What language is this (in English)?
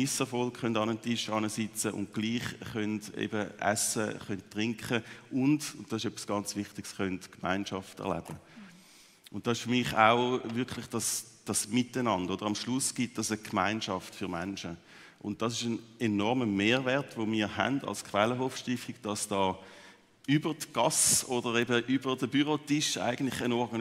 Swiss German